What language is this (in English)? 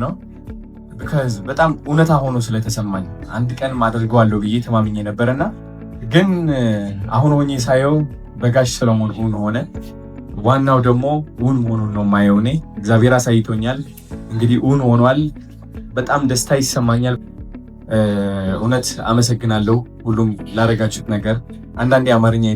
Amharic